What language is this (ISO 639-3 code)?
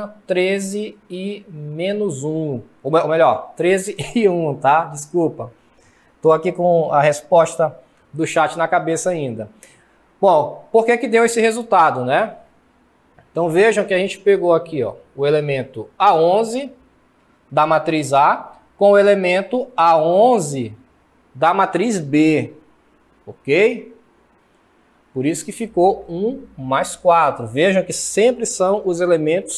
por